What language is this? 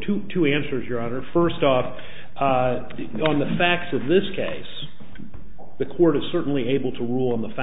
English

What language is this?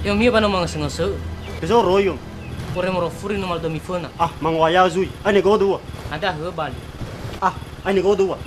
Nias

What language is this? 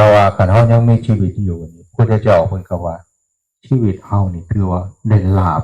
Northeastern Thai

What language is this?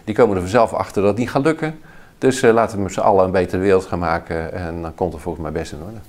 Dutch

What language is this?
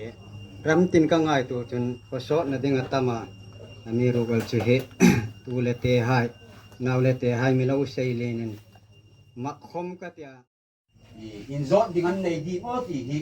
Hmar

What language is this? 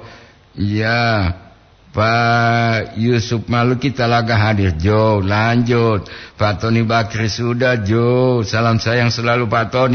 Gorontalo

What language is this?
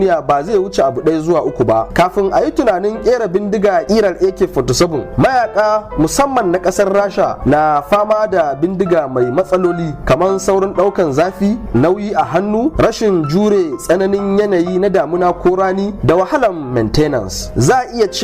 Hausa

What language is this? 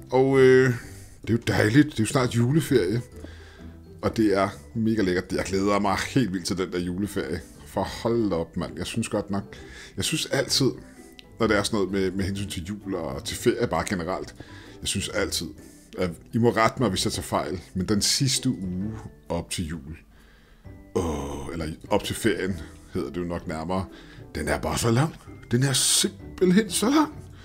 Danish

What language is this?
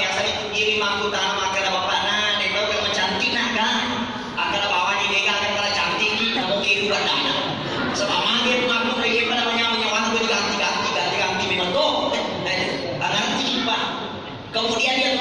Buginese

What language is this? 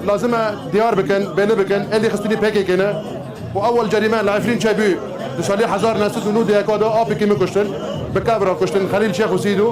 Kurdish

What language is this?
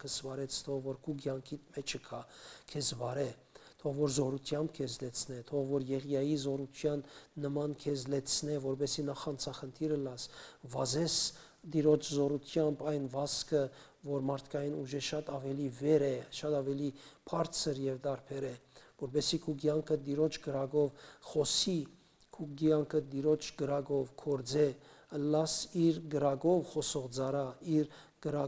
Western Armenian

